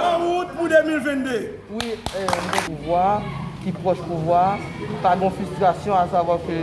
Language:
Haitian Creole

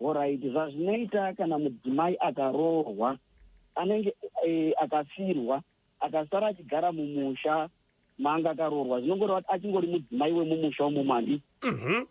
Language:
Shona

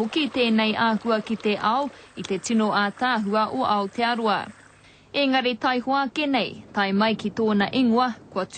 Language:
Māori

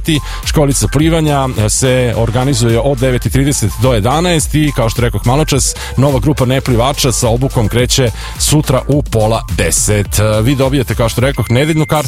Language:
Serbian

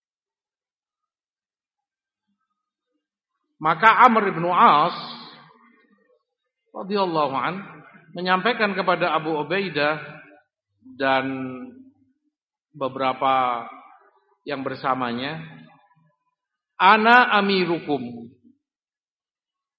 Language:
Indonesian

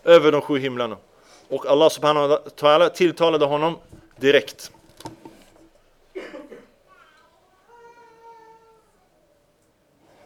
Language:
Swedish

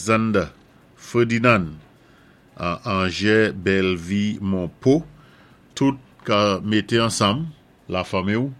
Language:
Saint Lucian Creole French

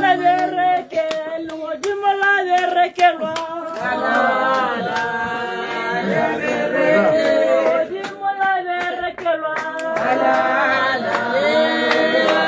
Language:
Tswana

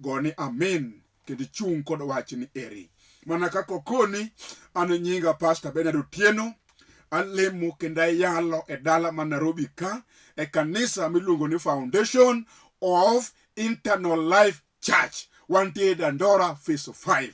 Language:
Luo (Kenya and Tanzania)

